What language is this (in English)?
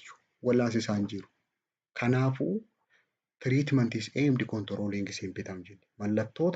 Oromo